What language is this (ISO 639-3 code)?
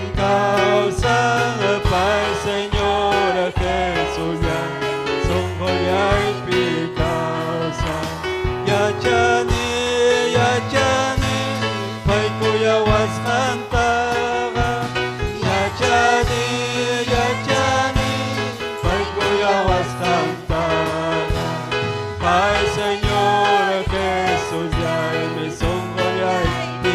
quy